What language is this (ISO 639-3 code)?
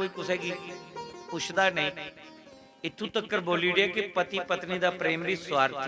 doi